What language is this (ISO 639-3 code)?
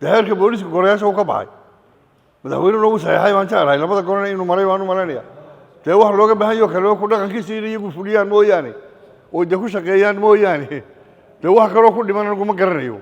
som